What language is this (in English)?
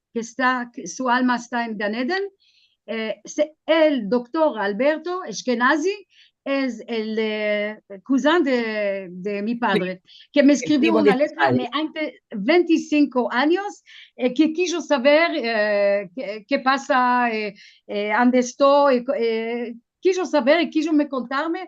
Ladino